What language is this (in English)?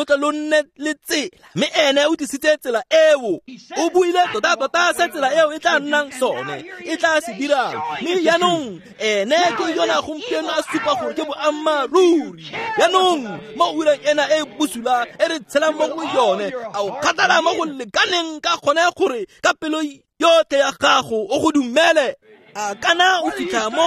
Tswana